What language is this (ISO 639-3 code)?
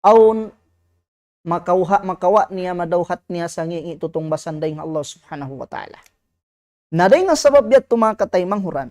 tsg